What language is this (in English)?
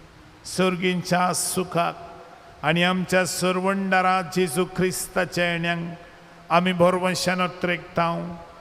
Konkani